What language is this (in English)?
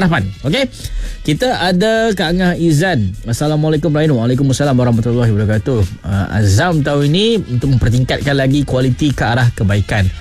Malay